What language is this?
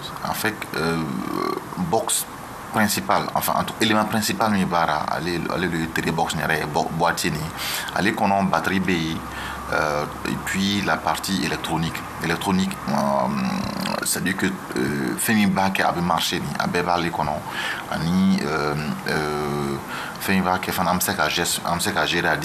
Bambara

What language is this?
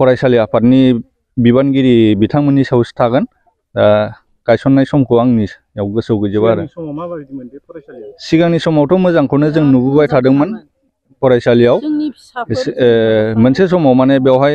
Bodo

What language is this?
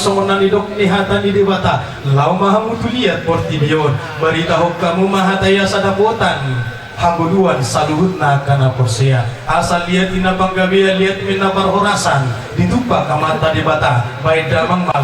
Batak Toba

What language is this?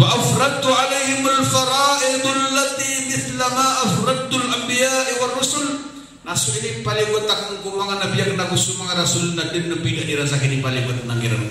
Maranao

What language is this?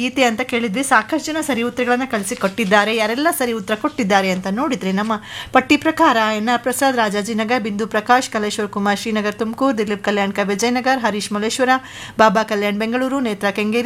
Kannada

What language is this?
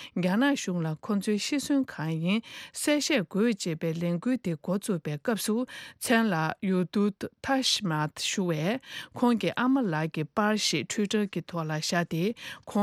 Tibetan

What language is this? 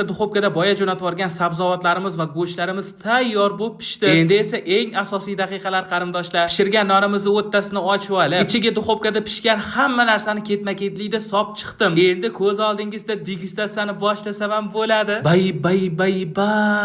Uzbek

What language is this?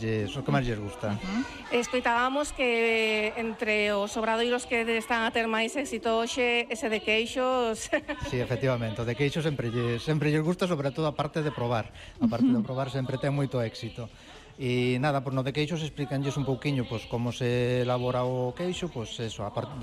Galician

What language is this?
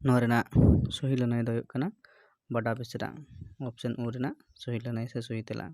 Santali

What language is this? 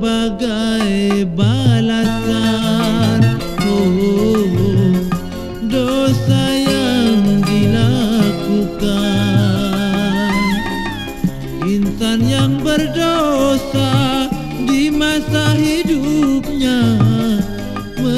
Indonesian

